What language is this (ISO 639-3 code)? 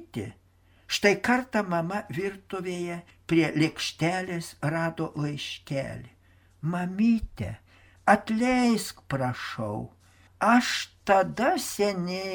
lit